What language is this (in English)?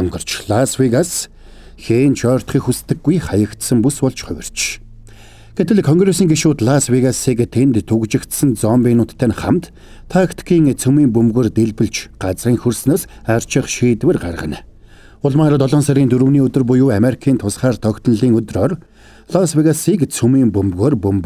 Mongolian